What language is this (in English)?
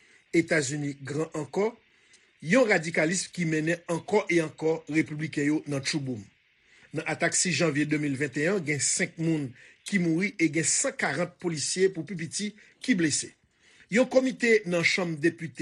Haitian Creole